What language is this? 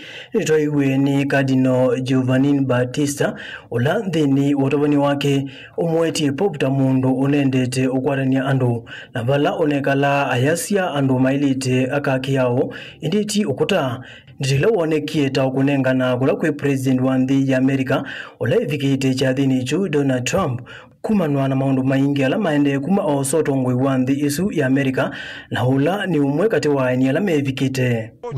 Kamba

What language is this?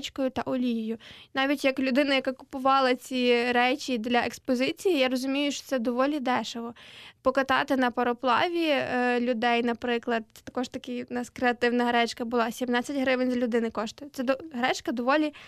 Ukrainian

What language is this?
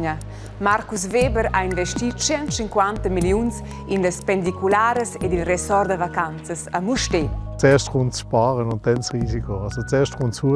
Romansh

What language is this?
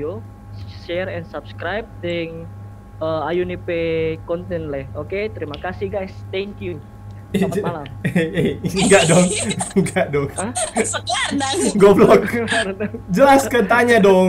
Manado Malay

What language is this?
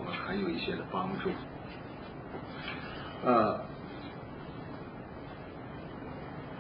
Chinese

